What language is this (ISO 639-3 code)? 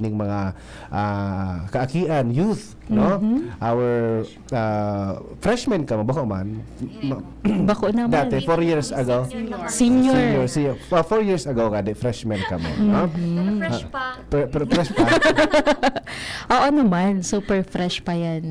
bik